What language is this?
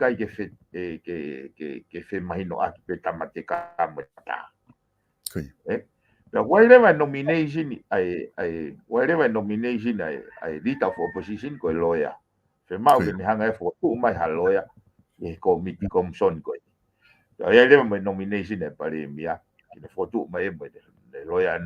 Tongan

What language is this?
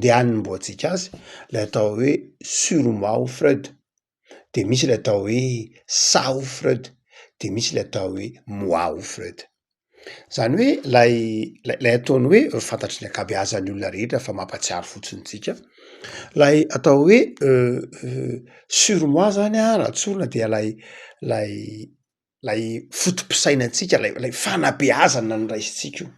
Malagasy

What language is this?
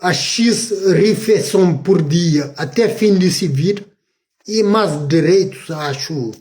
Kabuverdianu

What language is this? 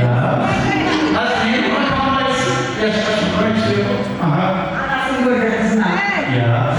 Kara-Kalpak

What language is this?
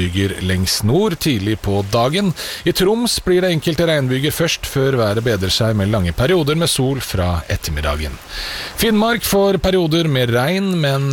Norwegian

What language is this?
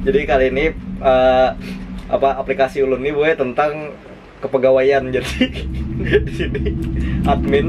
Banjar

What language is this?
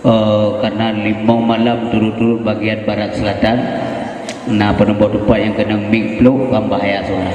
Achinese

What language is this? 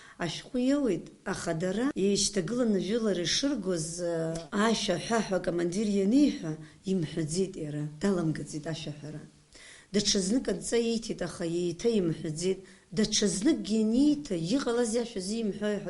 Abkhazian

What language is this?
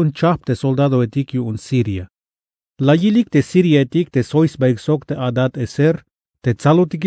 Tzeltal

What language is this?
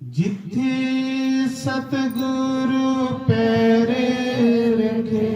Dogri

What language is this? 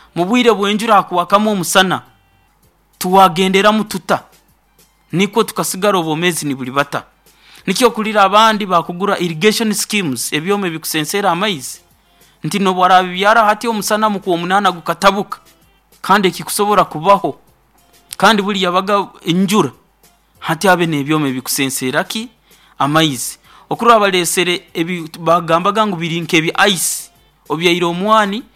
Nyoro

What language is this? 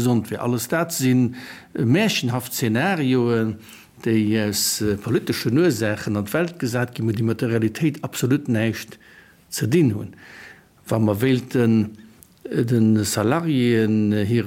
Luxembourgish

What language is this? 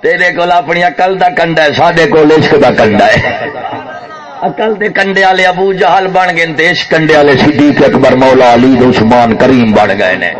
Saraiki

